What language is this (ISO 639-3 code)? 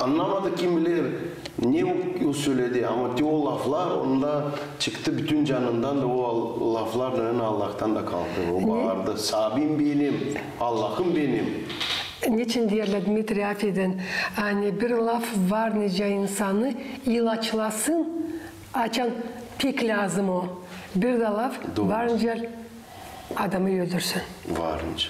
gag